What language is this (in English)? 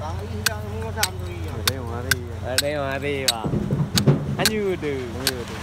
Achinese